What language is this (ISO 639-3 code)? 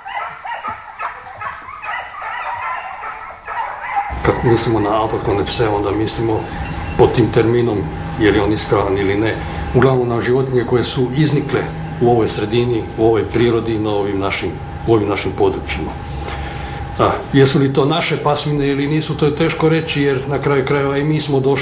hrv